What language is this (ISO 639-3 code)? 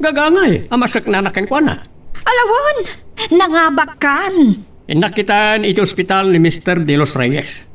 ilo